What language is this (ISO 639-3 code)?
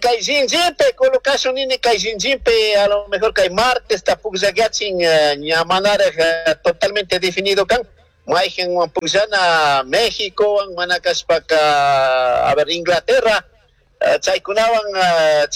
qug